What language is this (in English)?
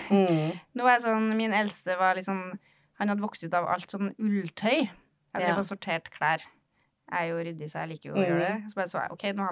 Norwegian